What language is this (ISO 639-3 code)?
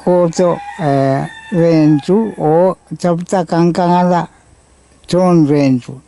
pon